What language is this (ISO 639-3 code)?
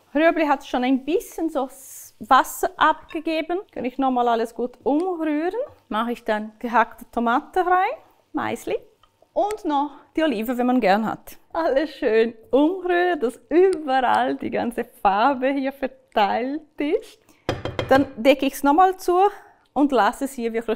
gsw